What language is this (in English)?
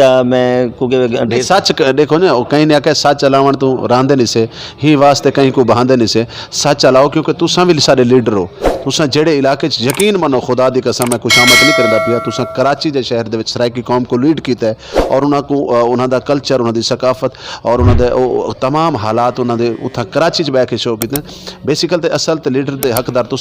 Saraiki